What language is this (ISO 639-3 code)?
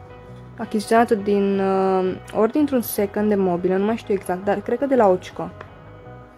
ron